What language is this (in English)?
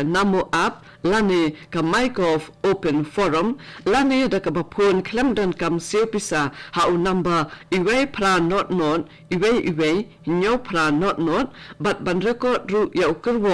Khasi